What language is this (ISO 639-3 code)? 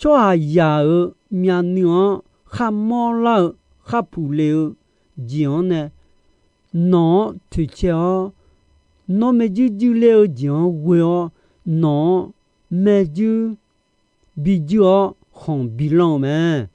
ahk